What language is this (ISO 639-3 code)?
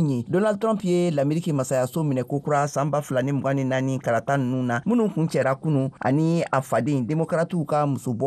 bam